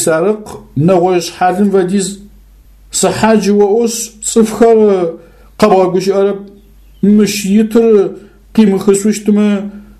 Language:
Adyghe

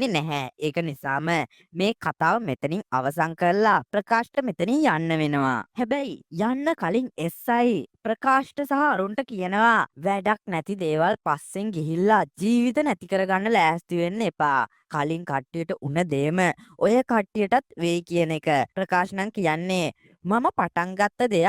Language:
Sinhala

